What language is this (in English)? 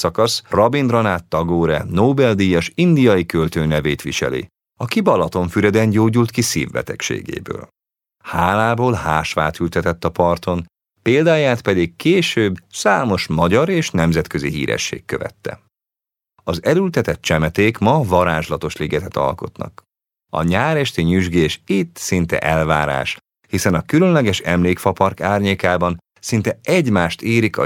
Hungarian